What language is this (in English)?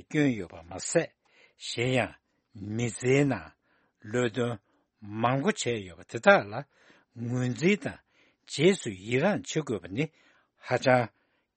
Tibetan